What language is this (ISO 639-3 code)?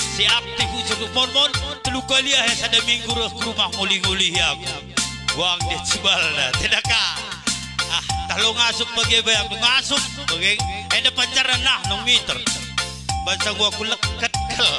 btx